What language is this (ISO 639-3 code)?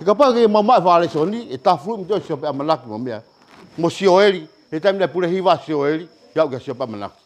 ton